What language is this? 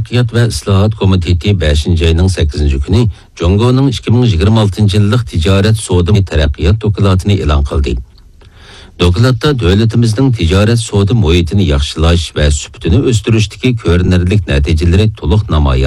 Uyghur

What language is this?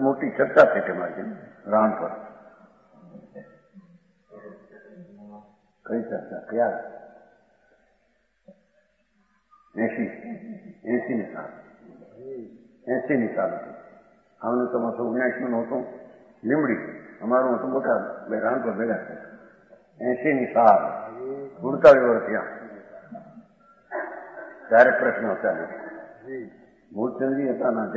Gujarati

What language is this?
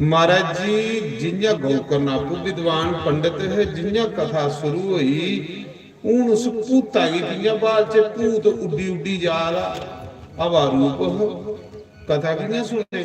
Dogri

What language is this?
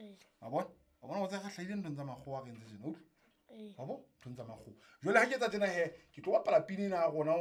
Southern Sotho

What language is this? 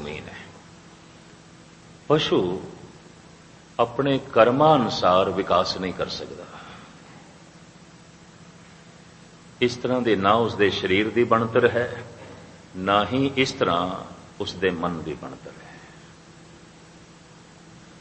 Punjabi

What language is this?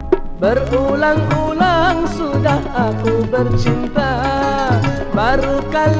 Malay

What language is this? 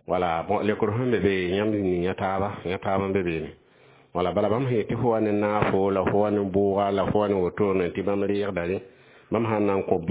Mossi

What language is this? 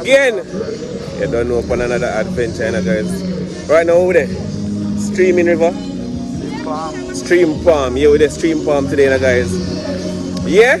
Jamaican Creole English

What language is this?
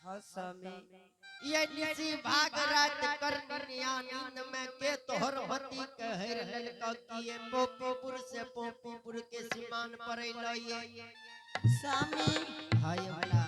Angika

